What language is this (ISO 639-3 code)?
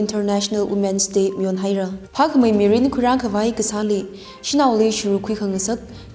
nmf